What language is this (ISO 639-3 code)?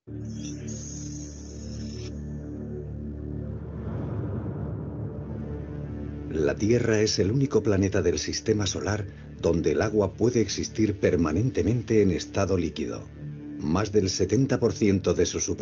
spa